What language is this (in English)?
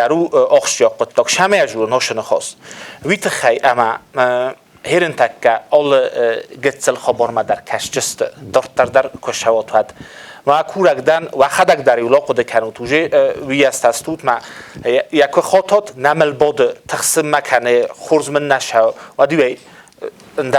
Ossetic